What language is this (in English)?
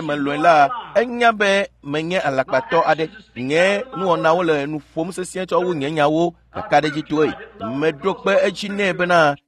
Ewe